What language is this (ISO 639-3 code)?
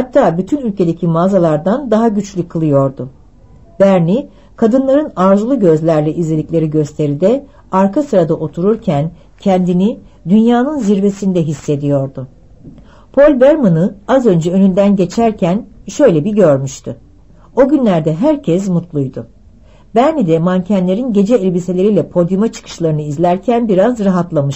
tur